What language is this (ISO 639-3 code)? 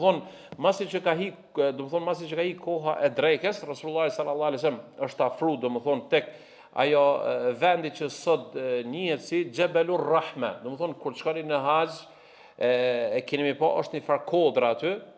sqi